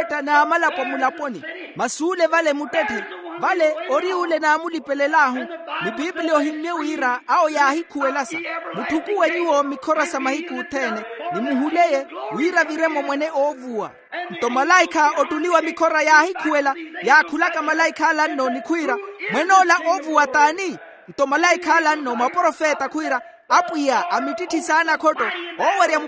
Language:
Makhuwa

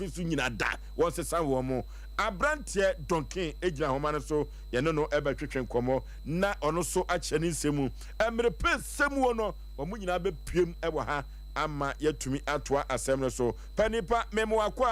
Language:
Akan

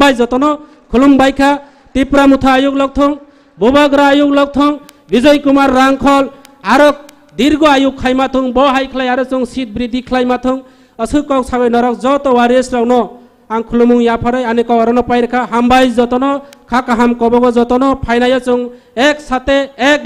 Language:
Kok Borok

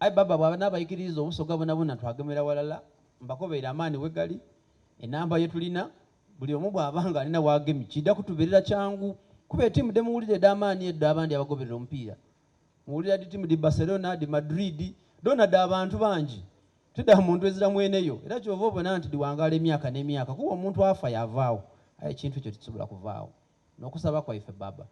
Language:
Soga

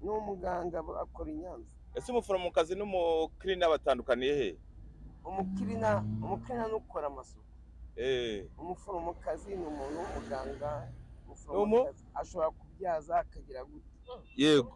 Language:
Kinyarwanda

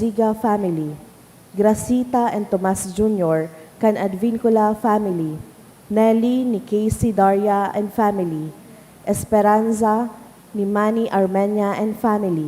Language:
Bikol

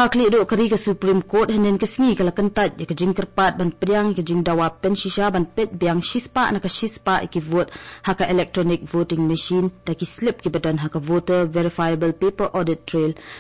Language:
Khasi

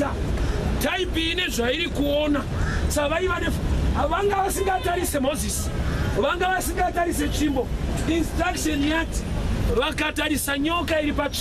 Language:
Shona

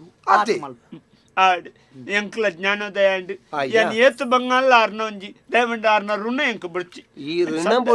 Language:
Tulu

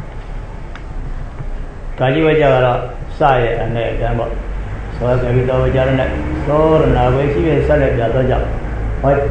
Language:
Burmese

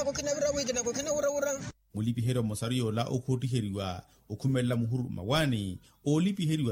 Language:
Makhuwa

